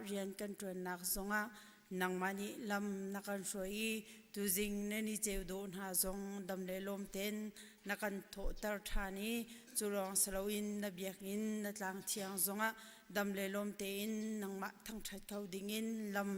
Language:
Hakha Chin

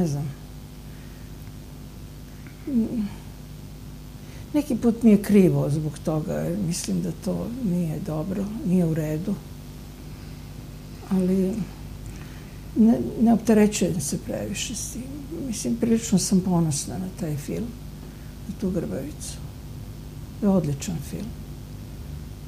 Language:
Serbian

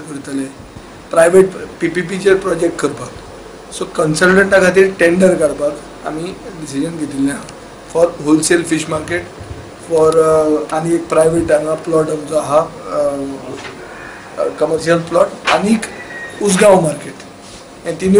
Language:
Konkani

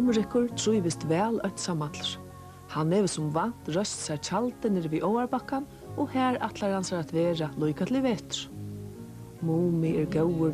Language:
Faroese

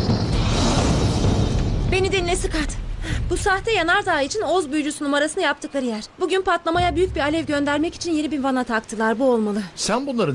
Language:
Turkish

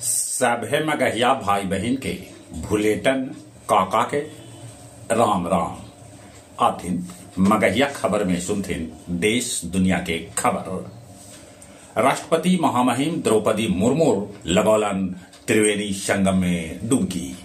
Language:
Magahi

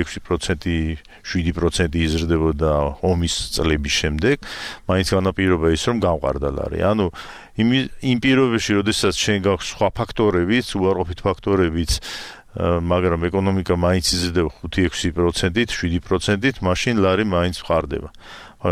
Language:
Georgian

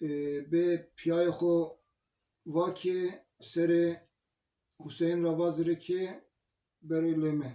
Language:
Zaza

